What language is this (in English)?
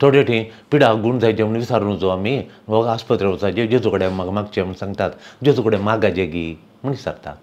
Konkani